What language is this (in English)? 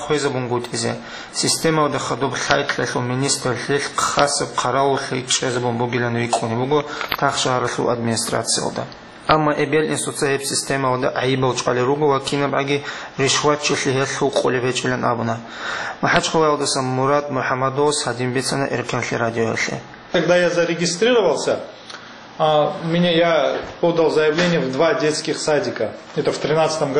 Avaric